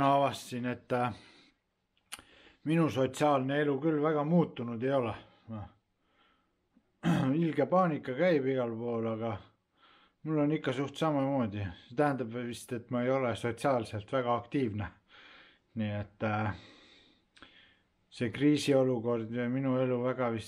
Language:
Estonian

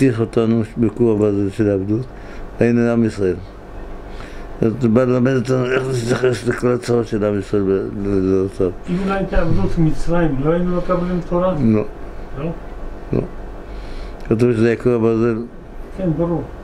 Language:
Hebrew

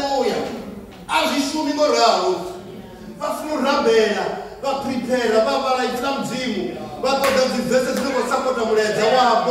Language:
Venda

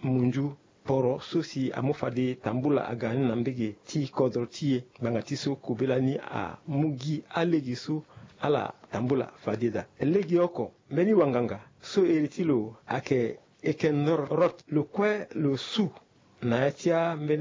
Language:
Sango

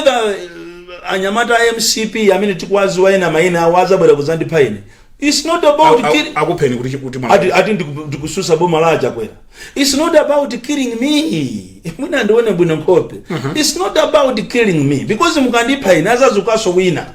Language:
Nyanja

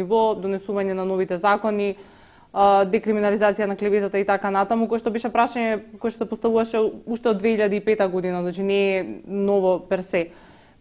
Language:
Macedonian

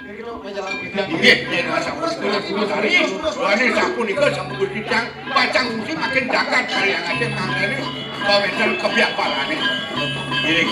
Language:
Balinese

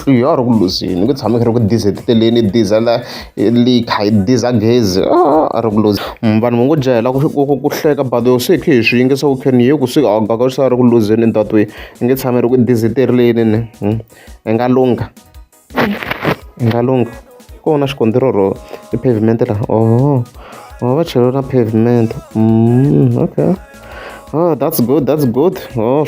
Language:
Tsonga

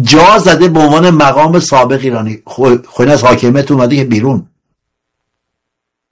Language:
Persian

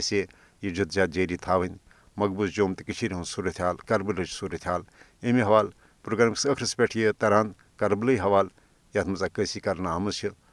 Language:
Kashmiri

